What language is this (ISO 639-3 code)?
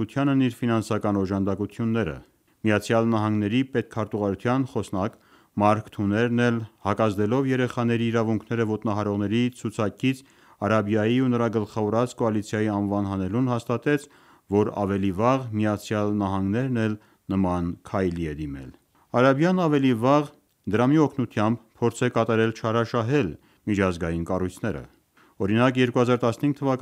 hye